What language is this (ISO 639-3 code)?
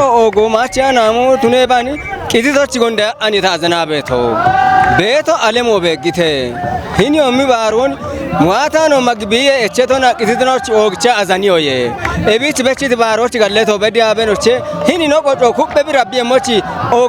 kbr